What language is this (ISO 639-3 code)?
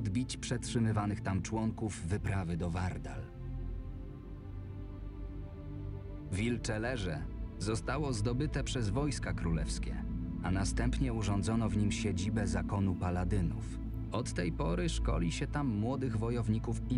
pol